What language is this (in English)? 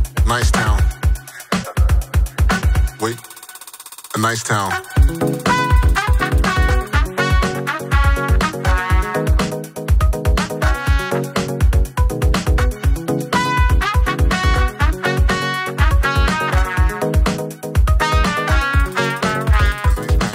Italian